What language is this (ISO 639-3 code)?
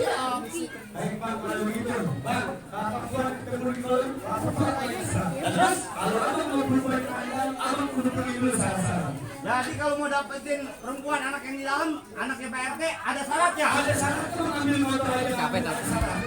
bew